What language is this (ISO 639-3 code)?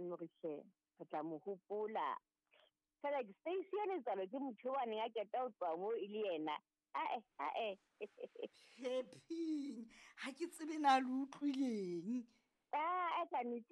sot